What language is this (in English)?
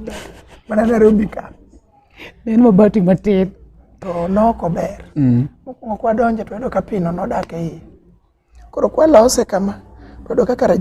Luo (Kenya and Tanzania)